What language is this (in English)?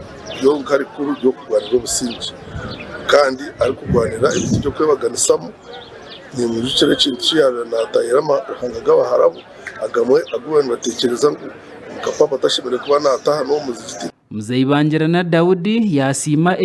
Nyankole